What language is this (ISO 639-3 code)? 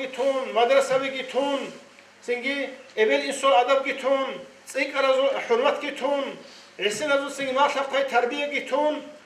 ava